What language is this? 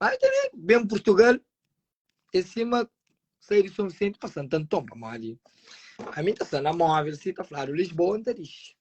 Kabuverdianu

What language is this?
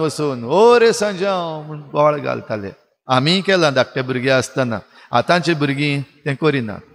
Konkani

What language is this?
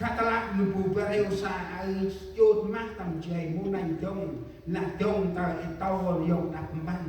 Central Mnong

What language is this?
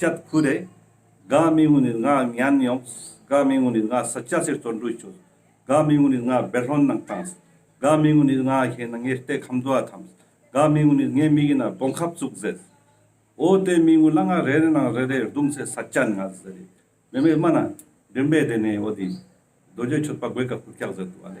Ladakhi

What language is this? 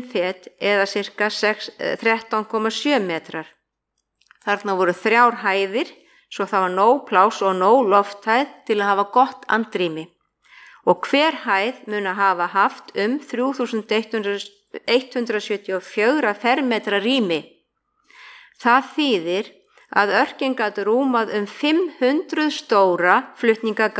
Icelandic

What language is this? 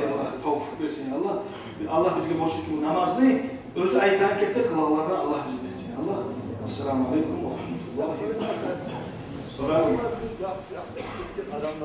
Kumyk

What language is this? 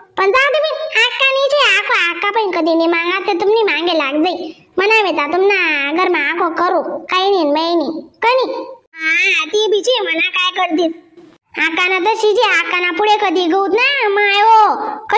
Khandesi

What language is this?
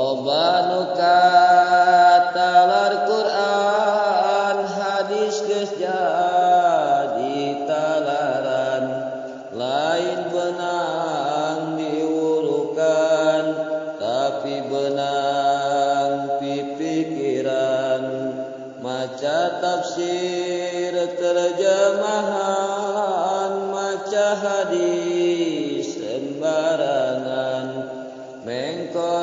Sundanese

